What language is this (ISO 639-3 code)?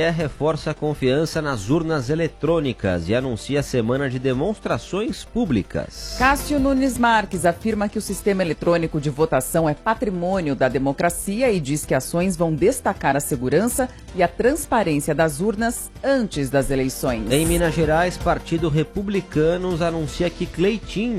por